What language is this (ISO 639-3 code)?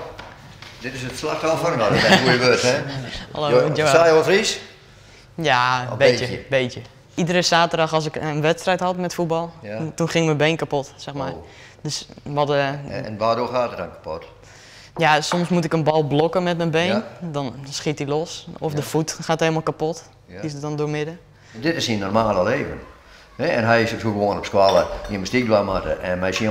fry